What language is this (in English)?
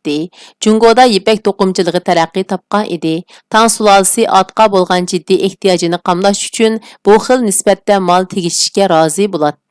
Uyghur